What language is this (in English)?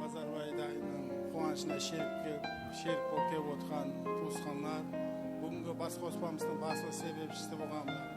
Kara-Kalpak